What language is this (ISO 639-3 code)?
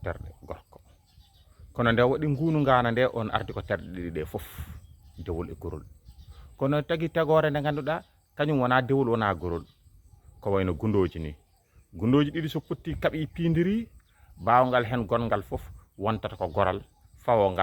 ful